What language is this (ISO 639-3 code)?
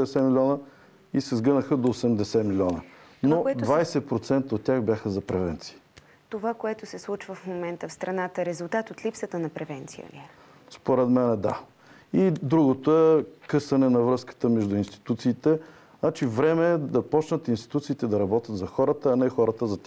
bul